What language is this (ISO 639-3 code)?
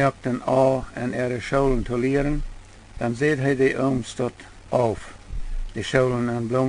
pdt